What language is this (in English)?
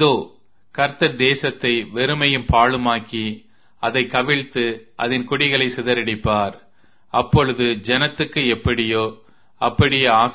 Tamil